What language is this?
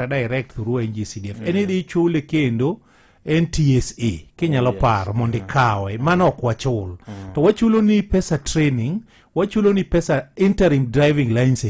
Luo (Kenya and Tanzania)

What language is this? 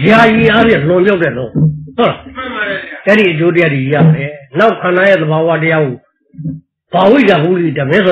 Burmese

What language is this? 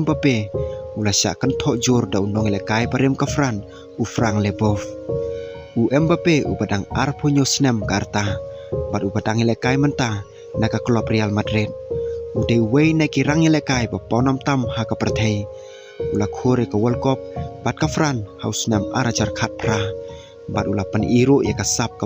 Khasi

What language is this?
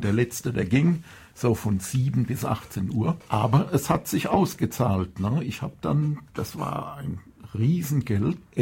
German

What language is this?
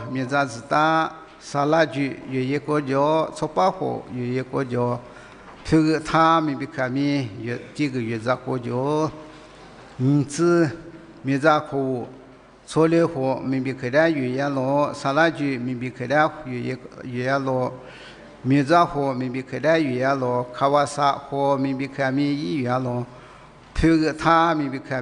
Lisu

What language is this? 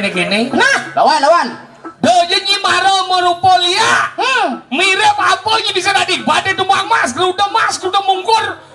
Balinese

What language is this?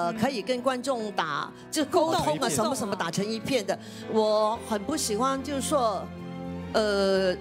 Chinese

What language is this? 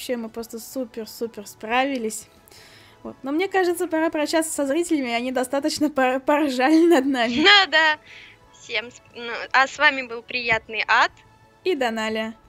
Russian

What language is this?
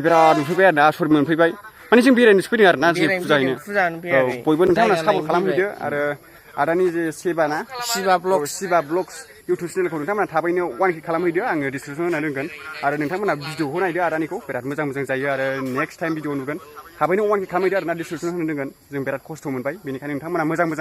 Bodo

